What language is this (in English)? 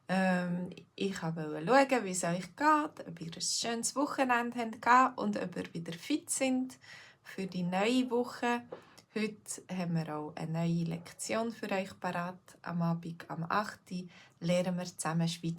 Swiss German